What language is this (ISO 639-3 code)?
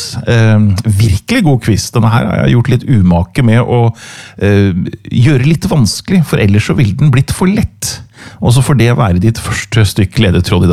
nor